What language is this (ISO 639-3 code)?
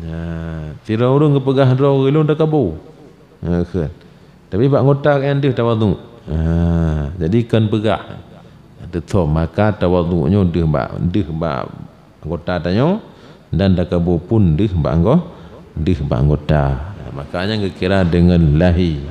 ace